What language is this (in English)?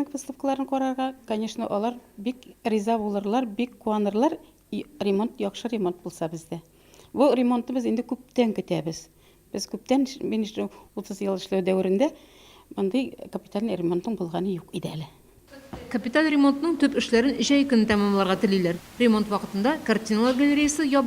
Tatar